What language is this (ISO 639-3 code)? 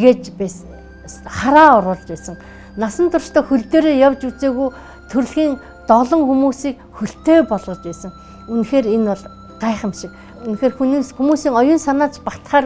mon